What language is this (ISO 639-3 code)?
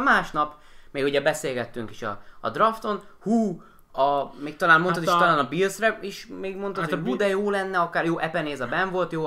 hun